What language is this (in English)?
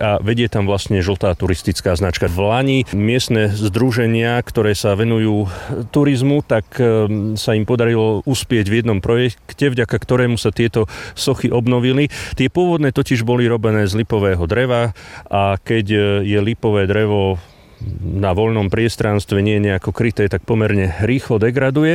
Slovak